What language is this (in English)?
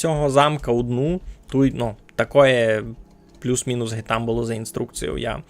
Rusyn